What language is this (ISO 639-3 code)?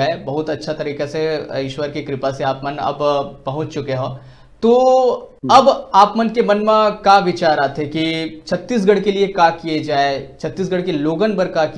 hne